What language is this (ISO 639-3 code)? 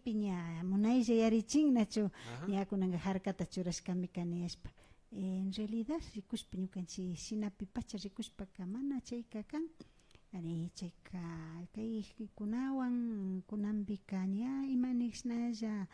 qvi